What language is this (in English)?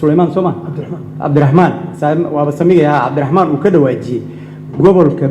Somali